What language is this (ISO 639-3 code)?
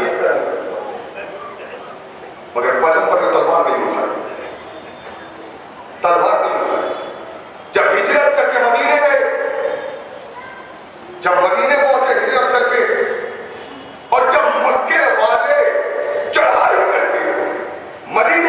urd